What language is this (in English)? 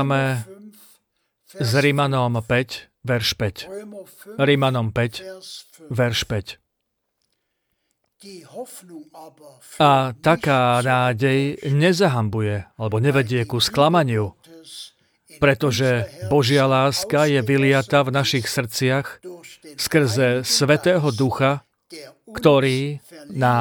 Slovak